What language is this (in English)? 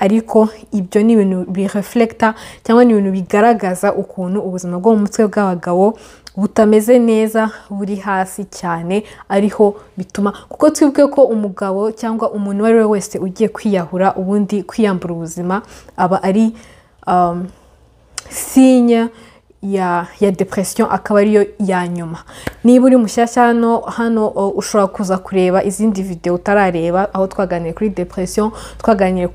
Kinyarwanda